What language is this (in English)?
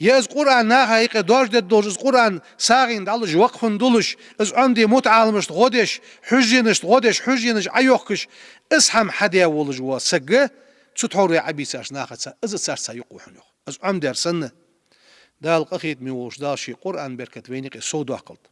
Ingush